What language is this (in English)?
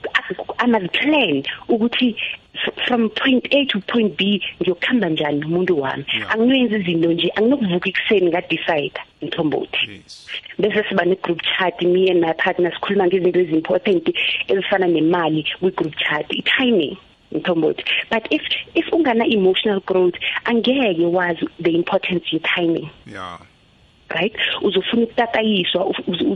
South Ndebele